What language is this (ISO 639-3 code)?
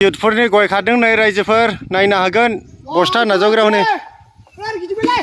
brx